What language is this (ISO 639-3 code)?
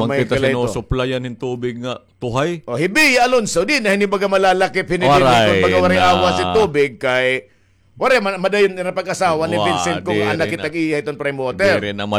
war